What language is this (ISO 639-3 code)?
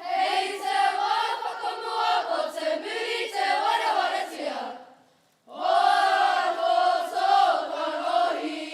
mri